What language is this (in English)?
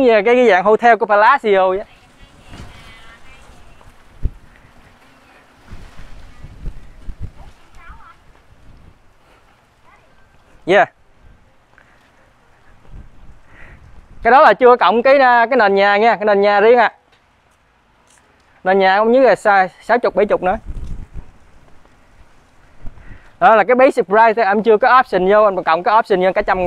Vietnamese